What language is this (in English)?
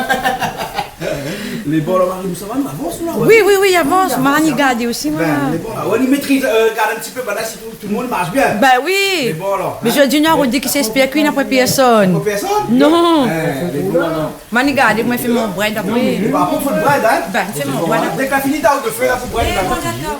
Réunion Creole French